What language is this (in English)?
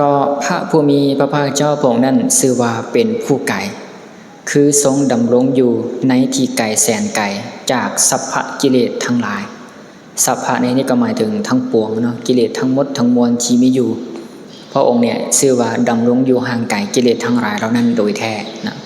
Lao